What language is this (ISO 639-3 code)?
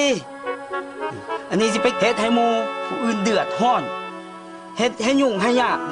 lao